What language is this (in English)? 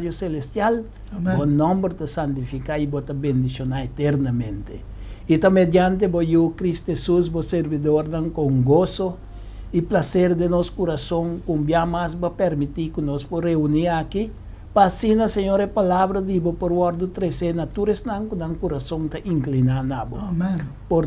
Papiamento